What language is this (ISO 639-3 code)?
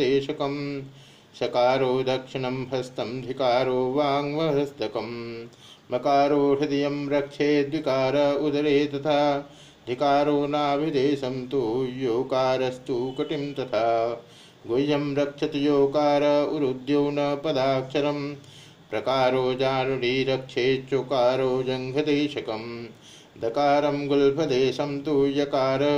san